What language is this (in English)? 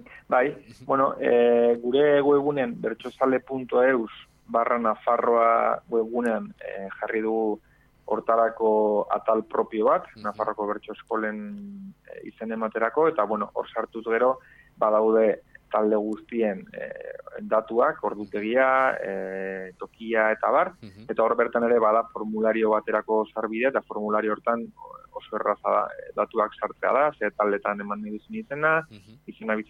Basque